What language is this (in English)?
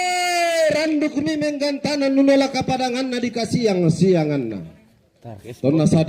Toraja-Sa'dan